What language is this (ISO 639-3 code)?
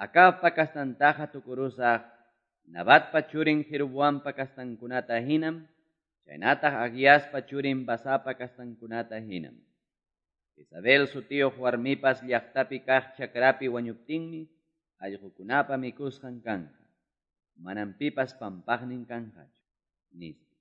que